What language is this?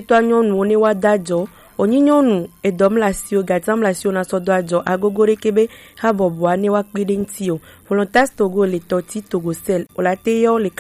Gen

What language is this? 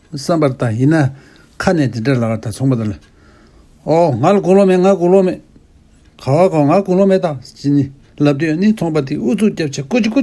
Tibetan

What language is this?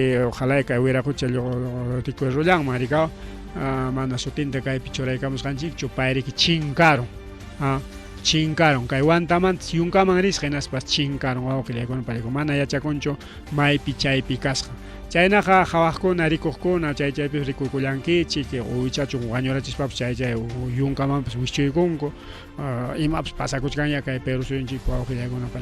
Ayacucho Quechua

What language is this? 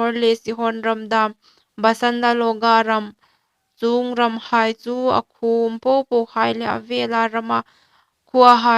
Hmar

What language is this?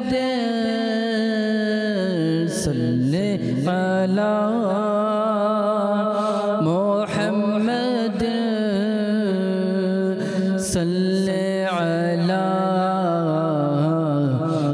Bangla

